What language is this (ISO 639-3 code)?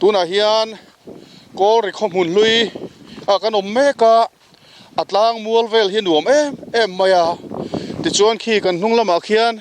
lus